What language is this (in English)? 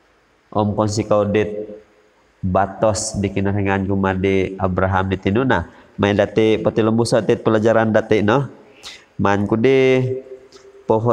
Central Dusun